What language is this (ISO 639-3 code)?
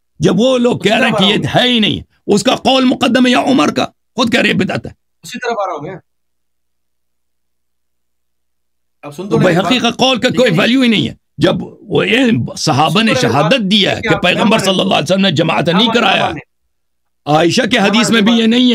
urd